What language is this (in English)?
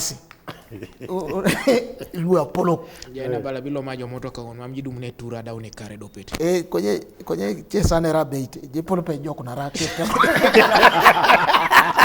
Teso